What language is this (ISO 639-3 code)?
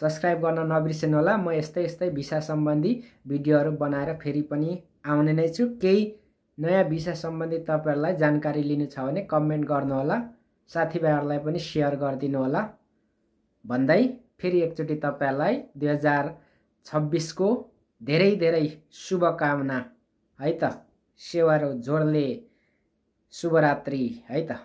nep